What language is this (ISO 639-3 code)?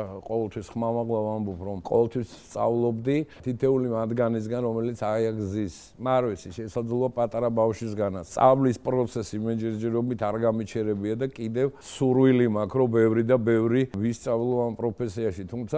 kat